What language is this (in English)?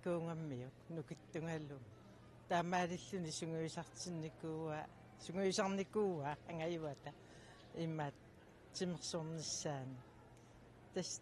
Kalaallisut